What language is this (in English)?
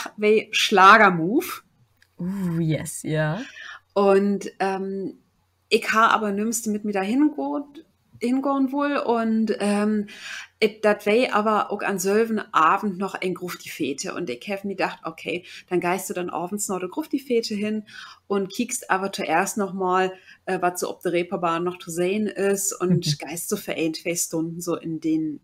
Low German